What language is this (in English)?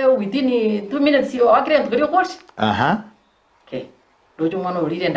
Gusii